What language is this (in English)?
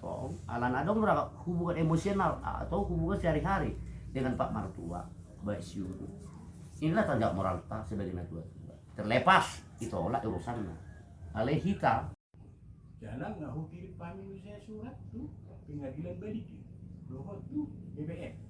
Batak Toba